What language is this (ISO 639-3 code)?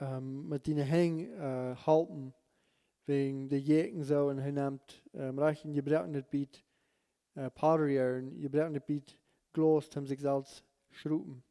pdt